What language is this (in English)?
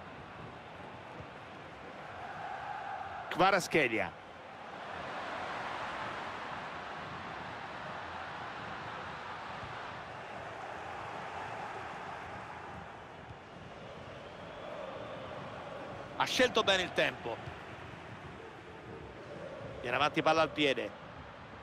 Italian